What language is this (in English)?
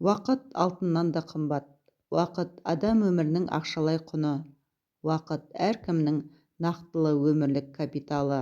Kazakh